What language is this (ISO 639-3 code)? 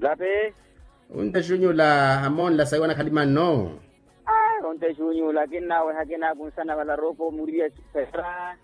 vmw